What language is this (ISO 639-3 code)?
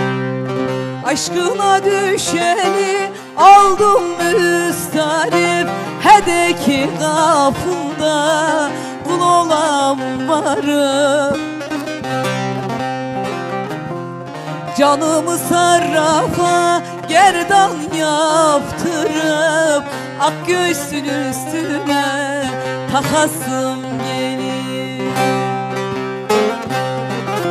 tur